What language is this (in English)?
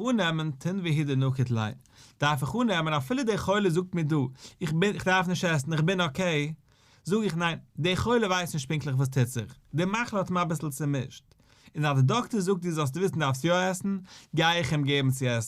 Yiddish